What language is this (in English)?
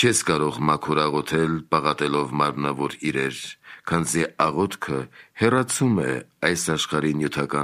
Armenian